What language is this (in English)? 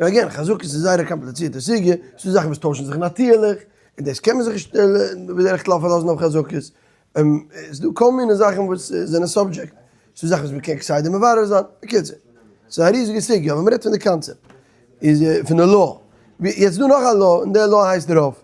Yiddish